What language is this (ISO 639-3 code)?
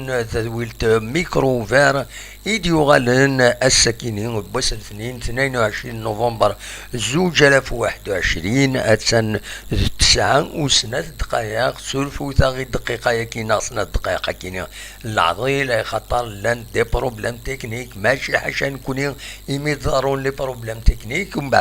kab